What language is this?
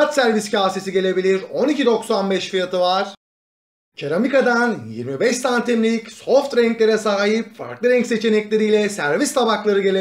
Turkish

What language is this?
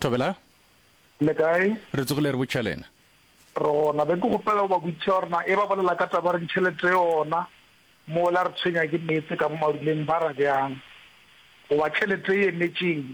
Northern Sotho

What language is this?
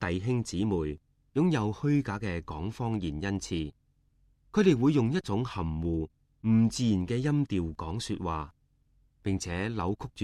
Cantonese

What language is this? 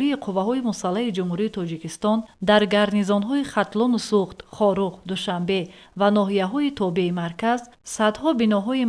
Tajik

